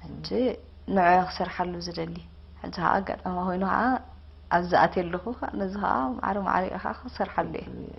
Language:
Tigrinya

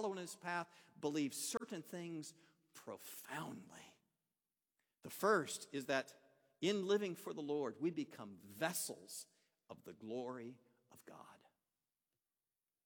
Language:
English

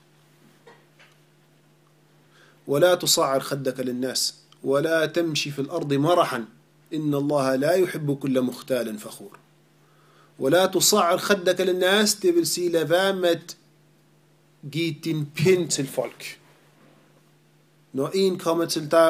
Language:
Danish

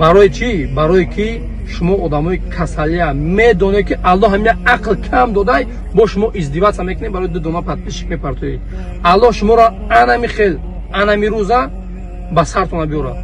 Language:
Tajik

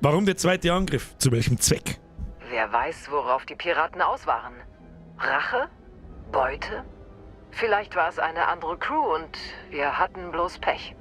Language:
Bavarian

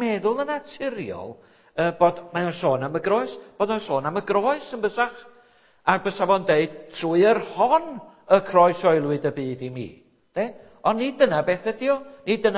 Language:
Welsh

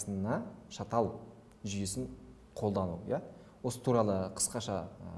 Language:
Kazakh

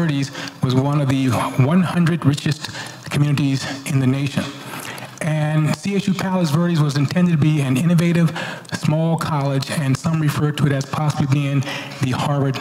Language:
English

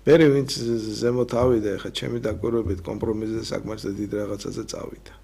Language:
Georgian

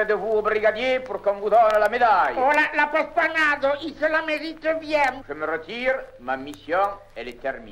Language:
Occitan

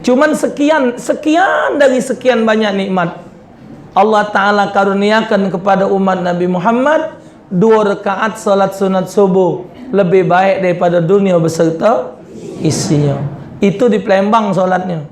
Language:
Musi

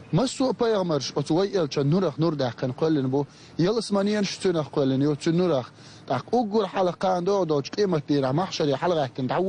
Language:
Chechen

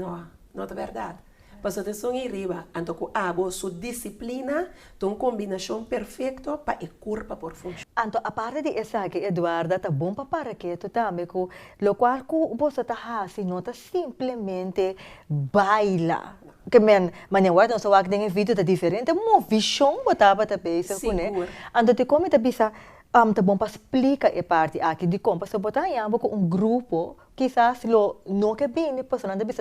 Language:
Papiamento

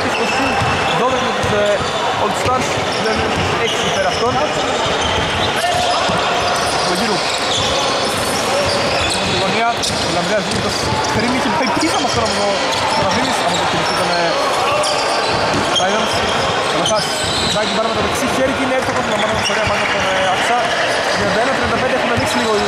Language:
Greek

